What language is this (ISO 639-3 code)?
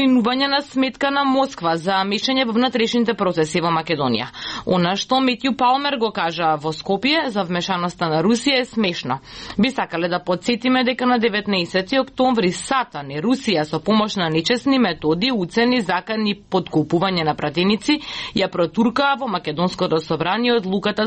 mkd